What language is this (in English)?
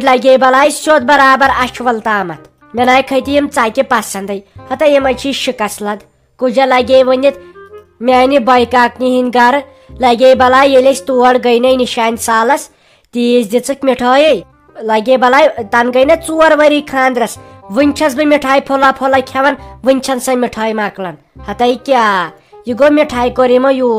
Kashmiri